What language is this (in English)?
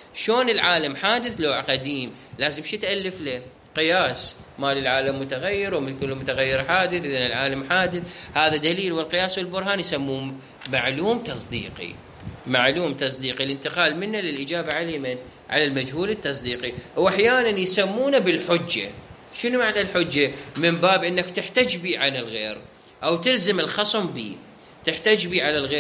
Mesopotamian Arabic